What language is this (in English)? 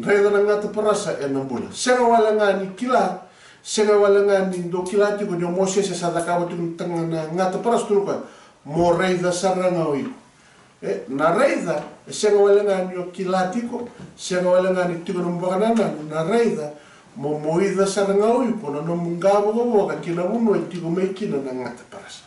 Fijian